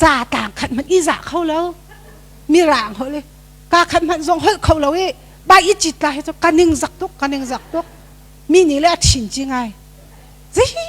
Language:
Hakha Chin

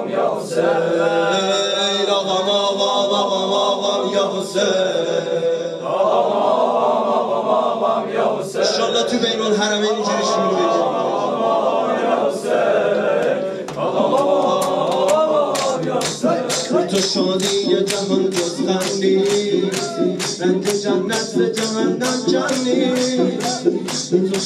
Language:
Persian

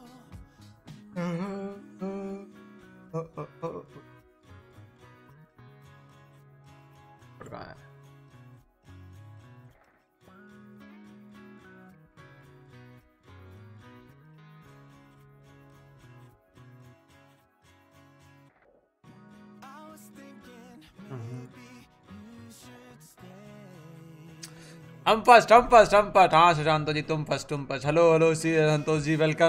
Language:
Hindi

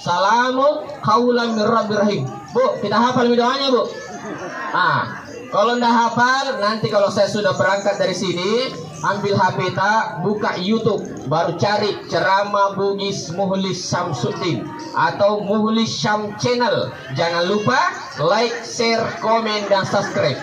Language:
Buginese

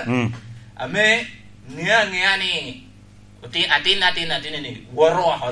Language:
Lango (Uganda)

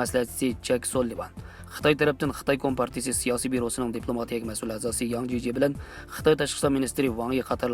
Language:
Uyghur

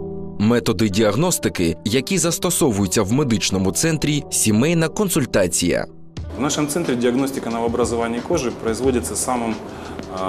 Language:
Ukrainian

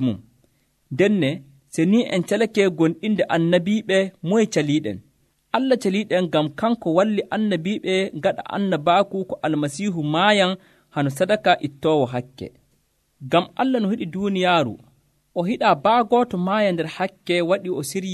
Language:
Nigerian Fulfulde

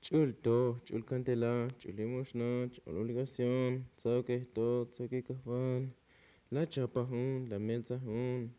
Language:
Tzotzil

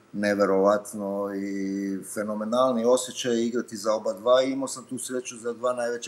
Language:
Serbian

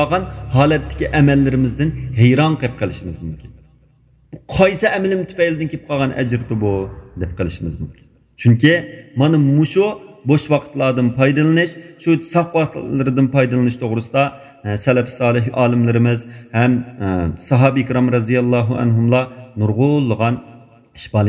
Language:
Uyghur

